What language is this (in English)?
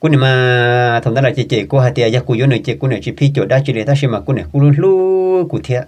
Hmong